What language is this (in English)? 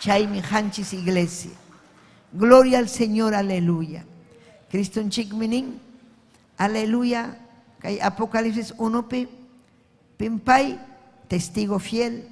Ayacucho Quechua